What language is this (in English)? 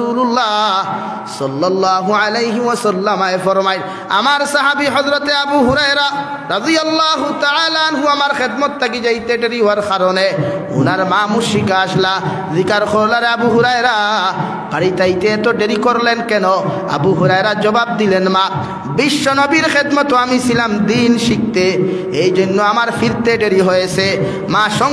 Sylheti